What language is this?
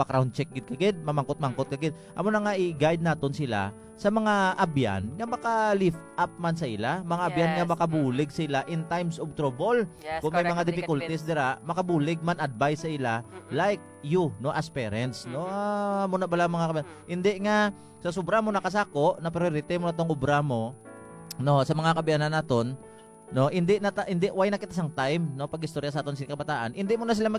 Hiligaynon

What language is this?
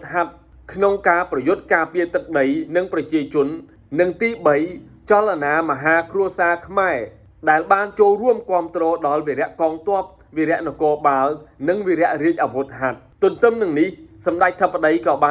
Khmer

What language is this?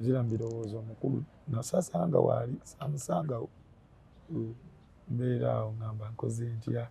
Ganda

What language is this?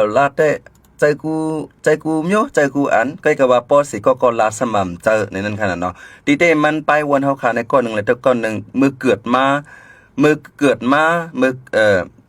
Shan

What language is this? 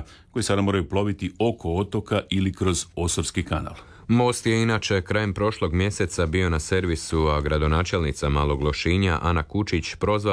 Croatian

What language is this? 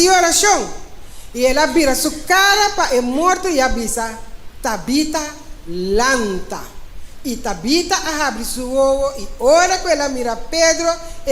Papiamento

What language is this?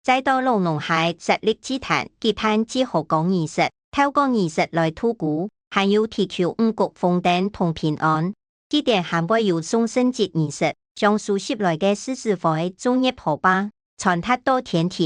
Hakka Chinese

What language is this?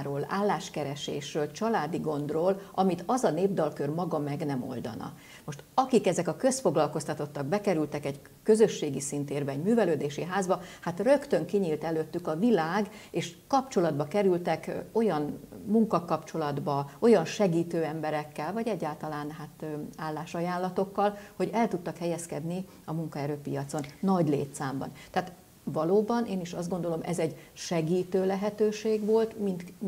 Hungarian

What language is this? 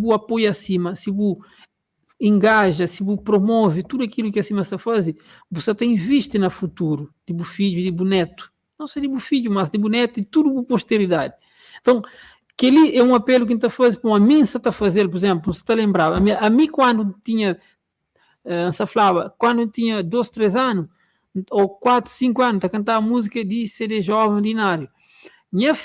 Kabuverdianu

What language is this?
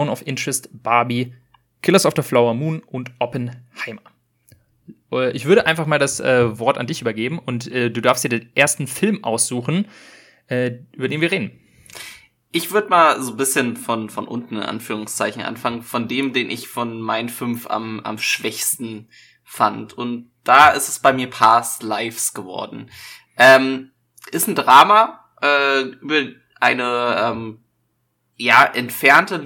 German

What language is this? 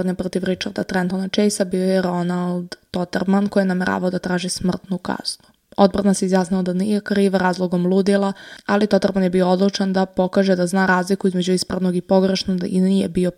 Serbian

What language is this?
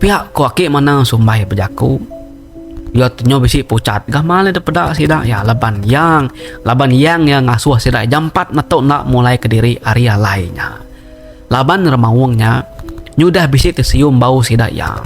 Iban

